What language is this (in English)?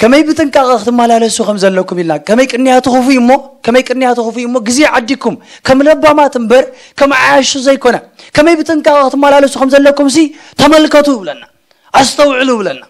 Tigrinya